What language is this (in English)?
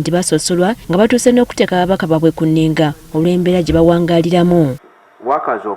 Ganda